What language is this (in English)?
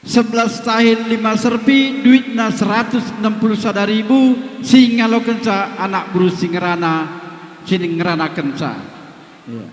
Batak Karo